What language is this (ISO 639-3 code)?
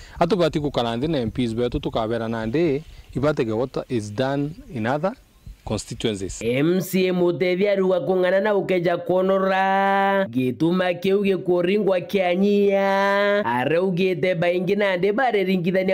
mer